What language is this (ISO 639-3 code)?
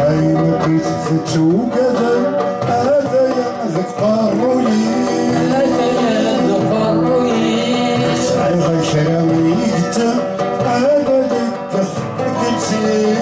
kab